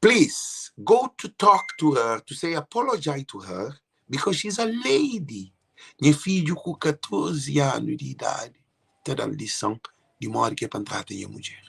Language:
Kabuverdianu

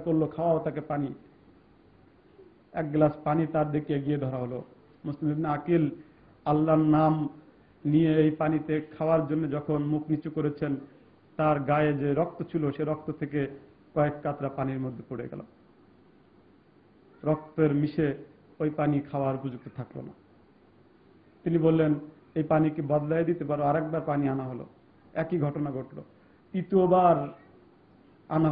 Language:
Bangla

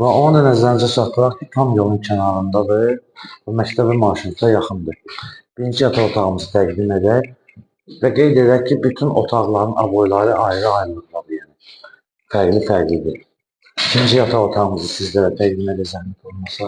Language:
Azerbaijani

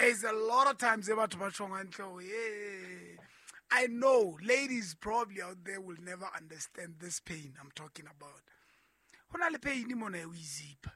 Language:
Southern Sotho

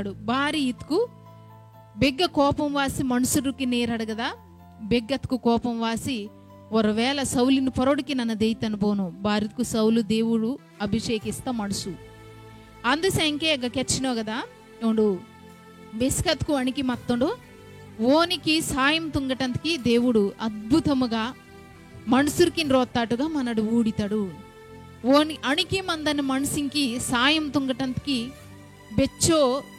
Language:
Koya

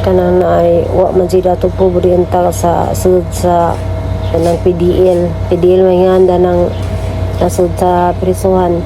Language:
Cebuano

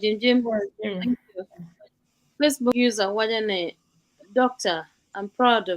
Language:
Acoli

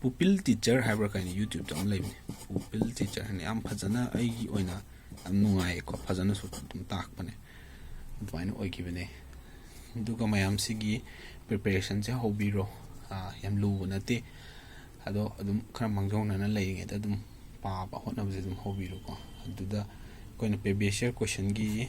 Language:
Manipuri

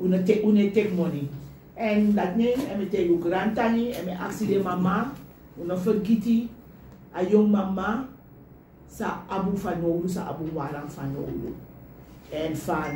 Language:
Sranan Tongo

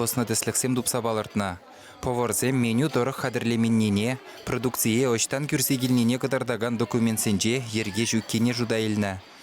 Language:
Chuvash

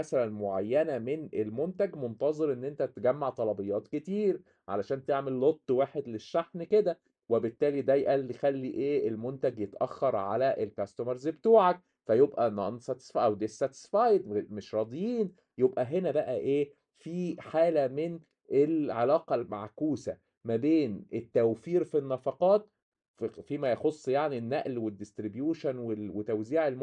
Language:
Egyptian Arabic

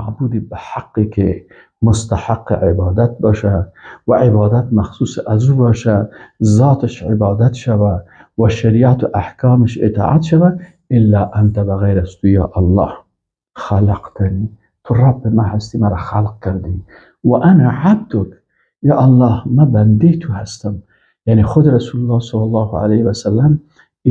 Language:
Persian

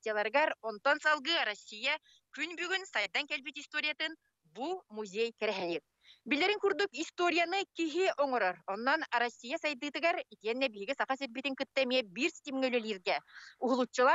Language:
Yakut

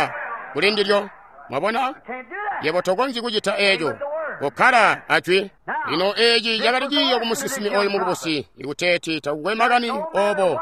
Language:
Tonga (Zambia)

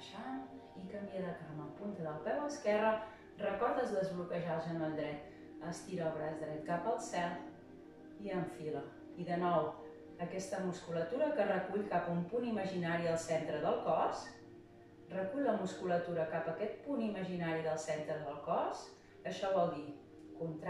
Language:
Catalan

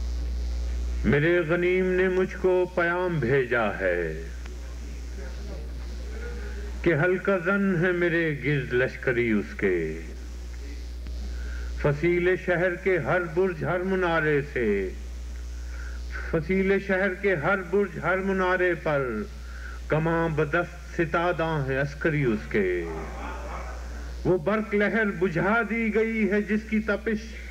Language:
Urdu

